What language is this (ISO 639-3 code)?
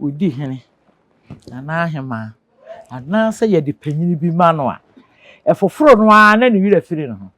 aka